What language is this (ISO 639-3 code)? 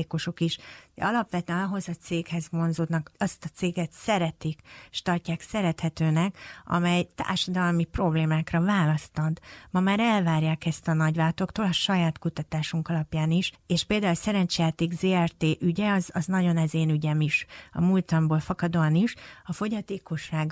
hun